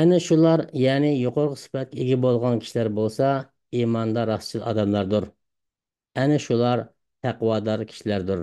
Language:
Uyghur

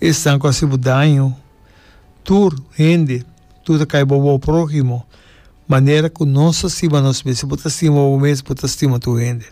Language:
Papiamento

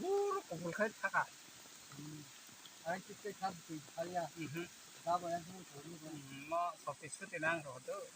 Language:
Kok Borok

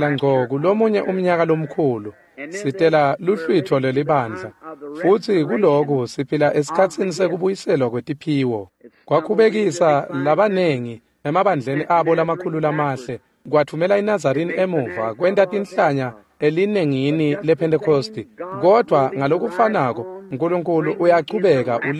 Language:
Swati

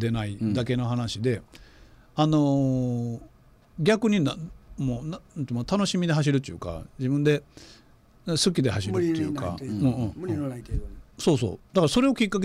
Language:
Japanese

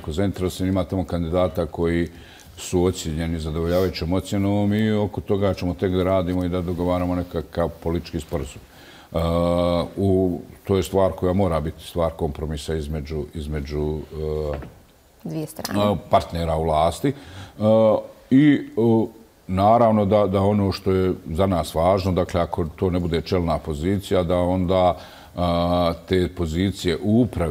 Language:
Bosnian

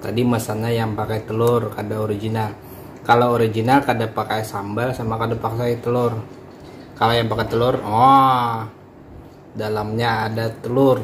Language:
Banjar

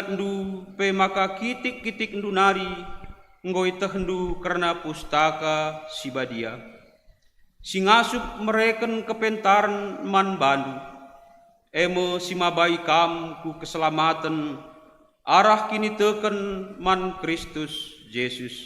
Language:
Batak Karo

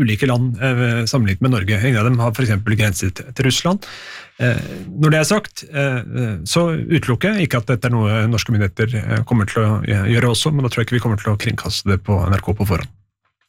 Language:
Norwegian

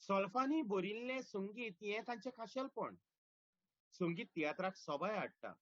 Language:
Konkani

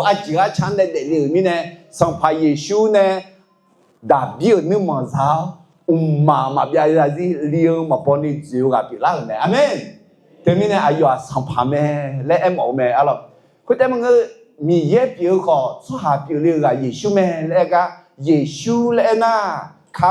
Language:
Akha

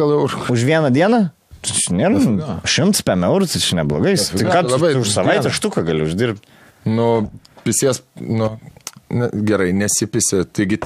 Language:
Lithuanian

